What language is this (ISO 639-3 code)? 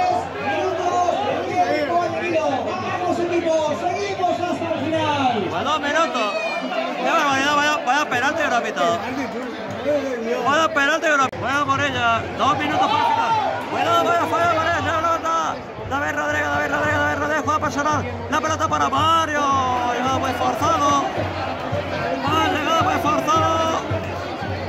spa